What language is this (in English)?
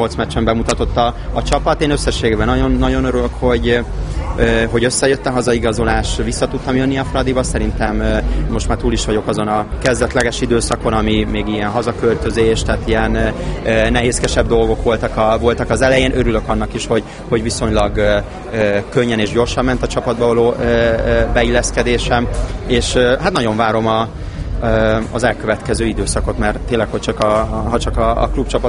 Hungarian